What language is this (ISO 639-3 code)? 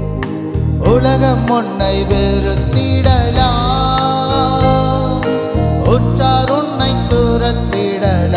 tam